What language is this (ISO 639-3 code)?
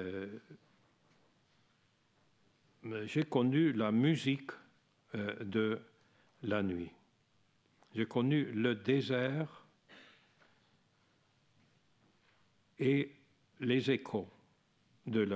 fra